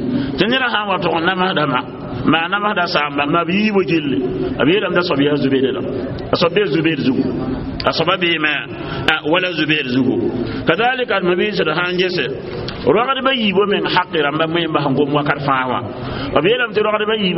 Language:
Mossi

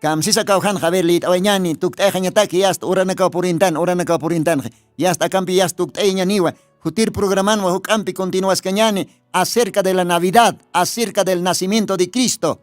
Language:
Aymara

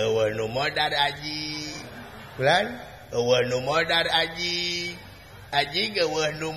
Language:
Sundanese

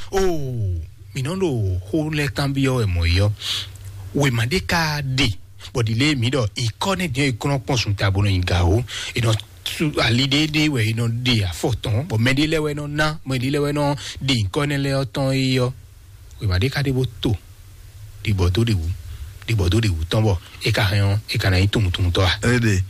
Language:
Fon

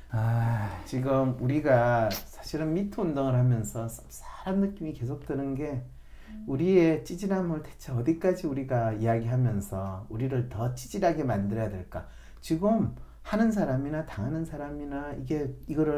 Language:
Korean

